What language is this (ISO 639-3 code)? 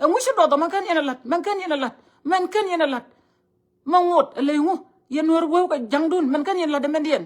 nus